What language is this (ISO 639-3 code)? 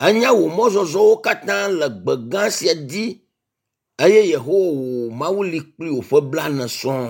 ewe